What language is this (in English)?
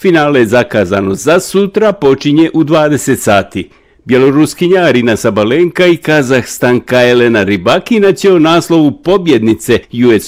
Bosnian